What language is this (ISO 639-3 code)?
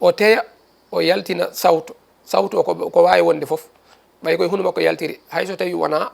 ful